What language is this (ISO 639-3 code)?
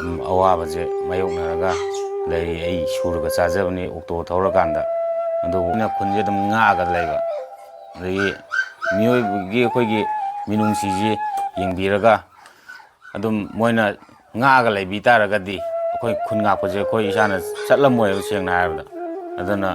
mni